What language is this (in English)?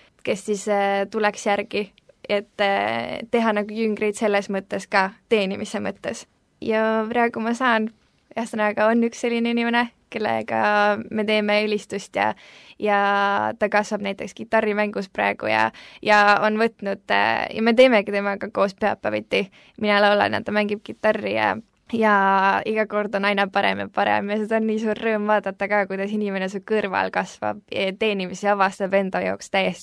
Estonian